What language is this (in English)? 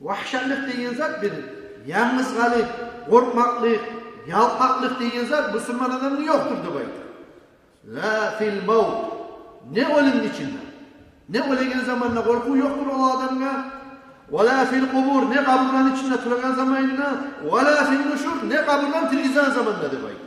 Kumyk